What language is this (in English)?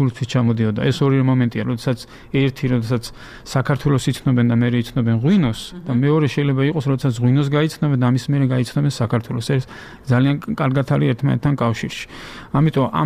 Georgian